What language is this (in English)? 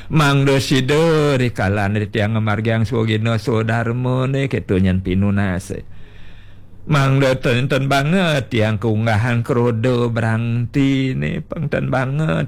Balinese